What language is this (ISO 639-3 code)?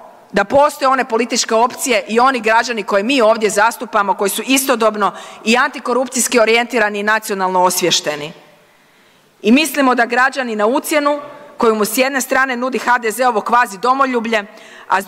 hrv